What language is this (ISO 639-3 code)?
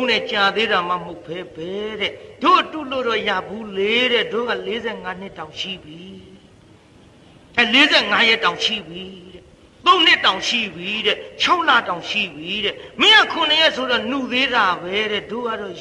mya